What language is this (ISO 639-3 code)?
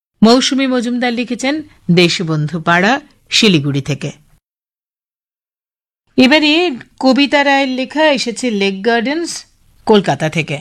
ben